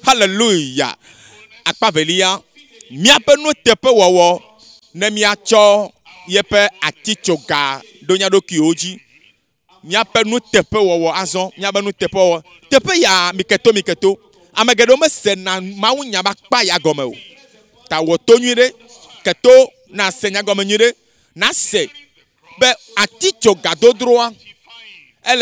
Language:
Ewe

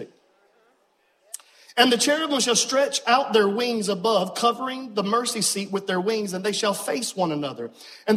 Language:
English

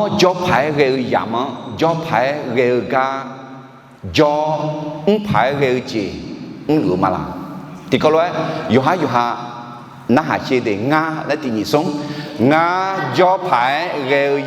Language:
Akha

